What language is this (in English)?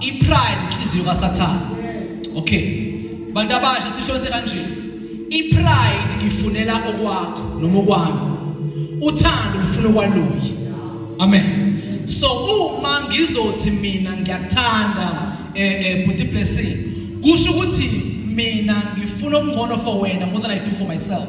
Zulu